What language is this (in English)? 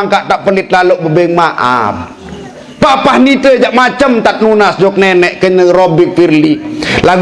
Sasak